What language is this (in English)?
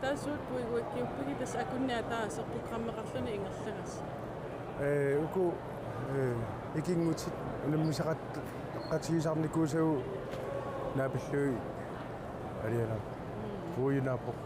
Kalaallisut